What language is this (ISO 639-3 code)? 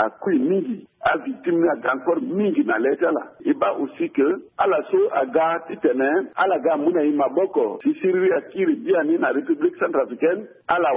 sag